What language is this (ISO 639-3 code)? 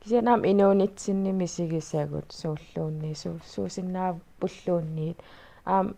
kal